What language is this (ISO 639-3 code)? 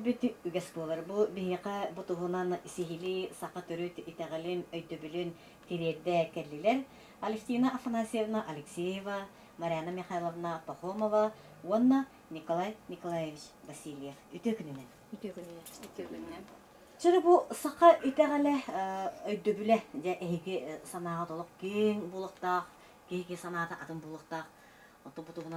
sah